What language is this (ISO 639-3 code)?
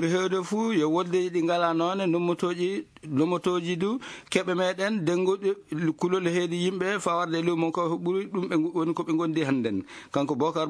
ful